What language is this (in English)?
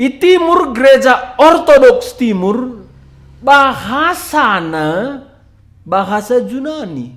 Batak Karo